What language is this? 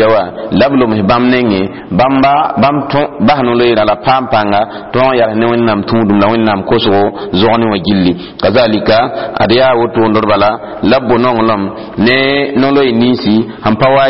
Mossi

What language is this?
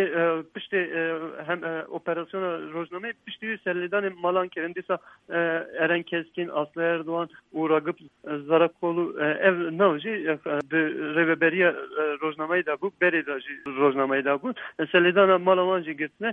Kurdish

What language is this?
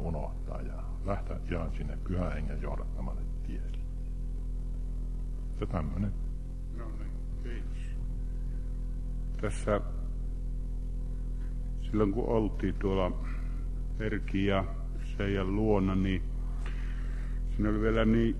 Finnish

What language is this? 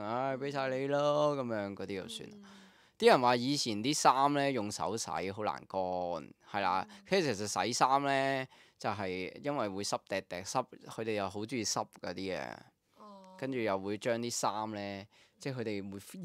Cantonese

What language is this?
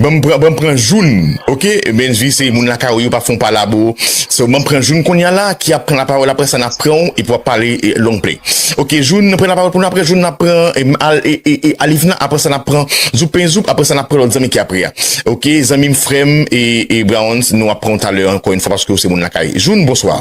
Haitian Creole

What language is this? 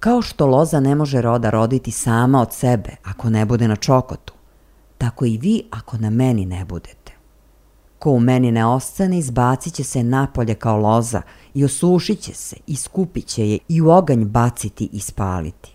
Serbian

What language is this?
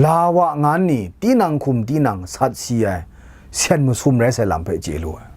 Kachin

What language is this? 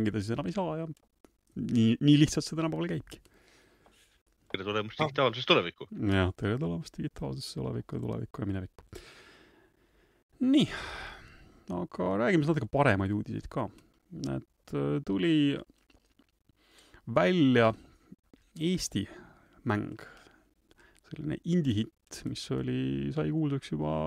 Estonian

